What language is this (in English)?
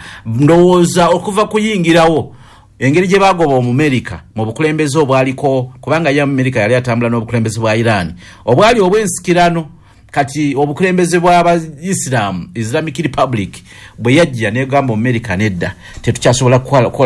Ganda